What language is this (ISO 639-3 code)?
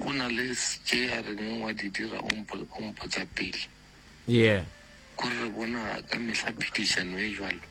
nso